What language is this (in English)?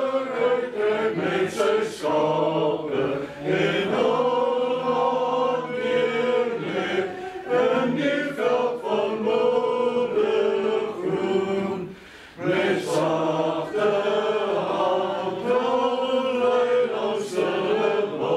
Afrikaans